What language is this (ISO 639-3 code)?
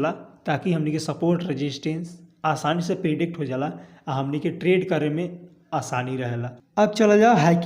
bho